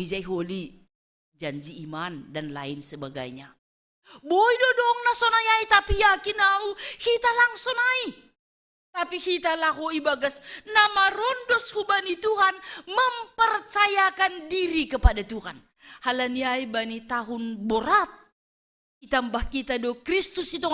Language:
Batak Simalungun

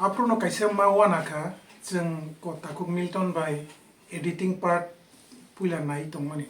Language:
Kok Borok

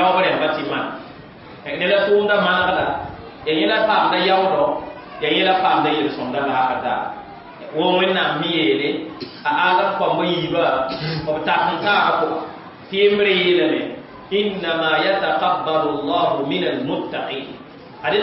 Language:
Mossi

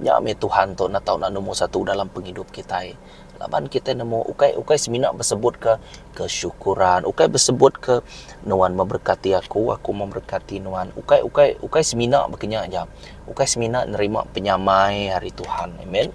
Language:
Iban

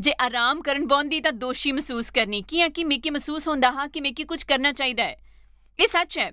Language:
Dogri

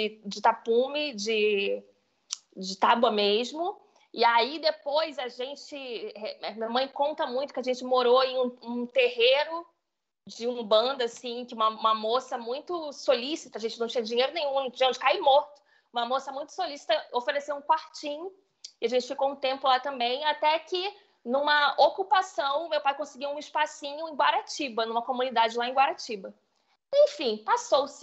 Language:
Portuguese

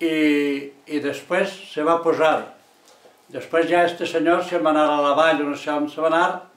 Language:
Catalan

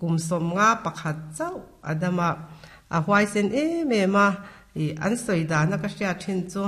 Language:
Mizo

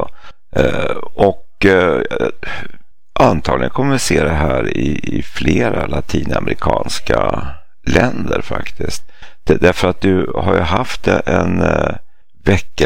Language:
Swedish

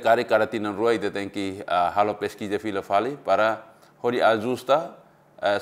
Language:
Tetum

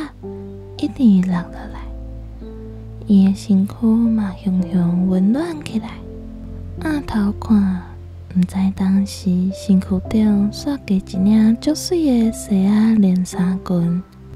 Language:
Min Nan Chinese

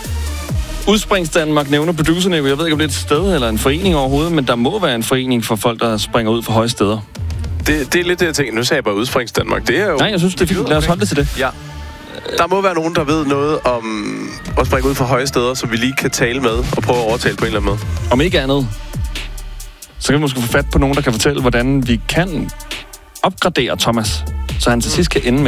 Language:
Danish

